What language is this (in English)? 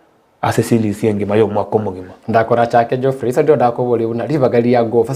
Gusii